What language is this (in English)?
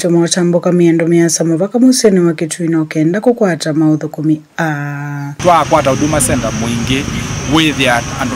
Kamba